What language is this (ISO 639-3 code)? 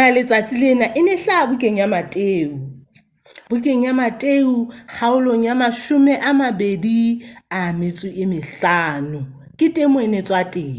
sot